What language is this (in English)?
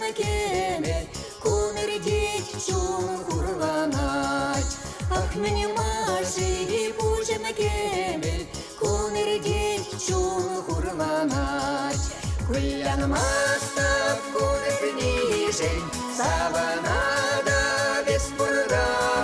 Chuvash